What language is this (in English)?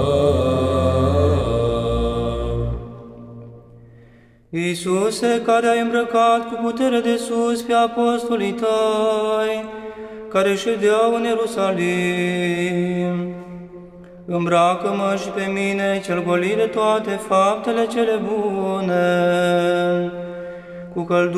Romanian